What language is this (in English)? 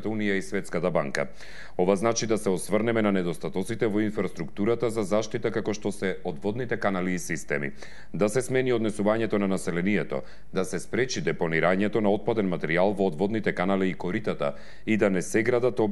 Macedonian